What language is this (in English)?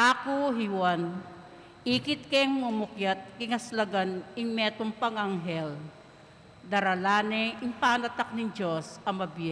Pampanga